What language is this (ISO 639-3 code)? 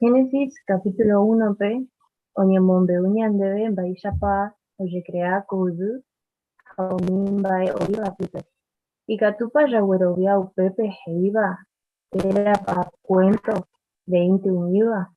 grn